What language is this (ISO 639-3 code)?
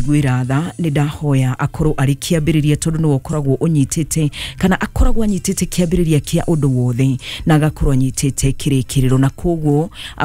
kik